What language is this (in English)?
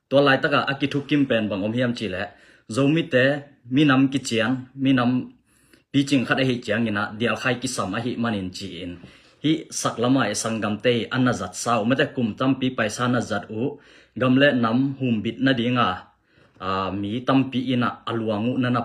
Tedim Chin